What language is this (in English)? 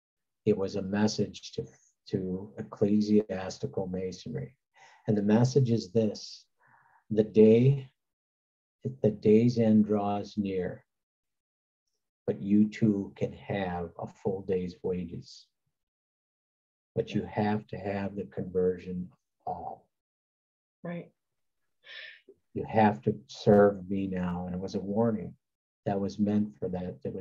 English